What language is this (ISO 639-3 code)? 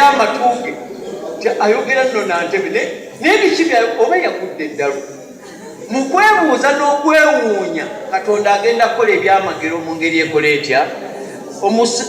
lug